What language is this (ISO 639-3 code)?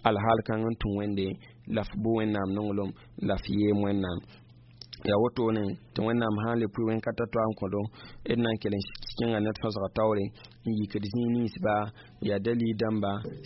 mos